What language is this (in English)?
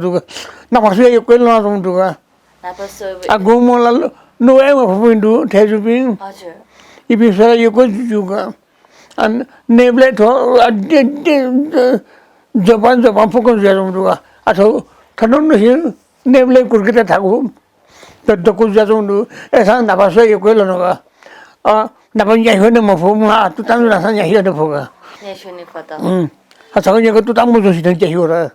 Newari